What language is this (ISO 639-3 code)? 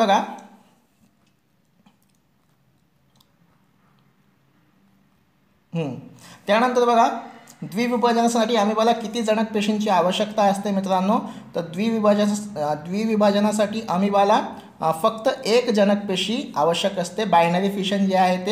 mar